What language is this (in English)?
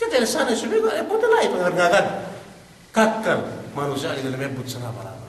Yakan